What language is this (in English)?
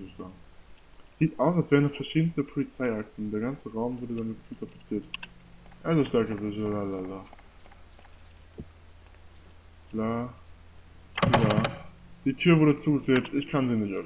German